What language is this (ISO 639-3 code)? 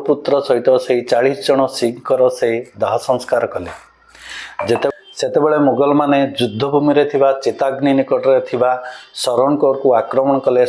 ori